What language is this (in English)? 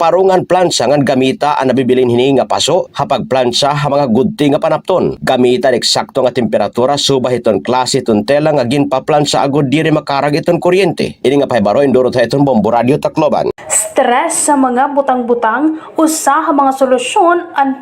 Waray